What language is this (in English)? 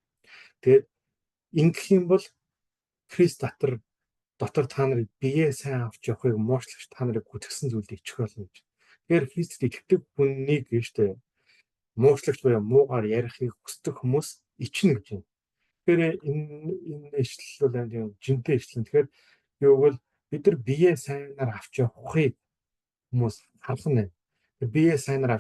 Mongolian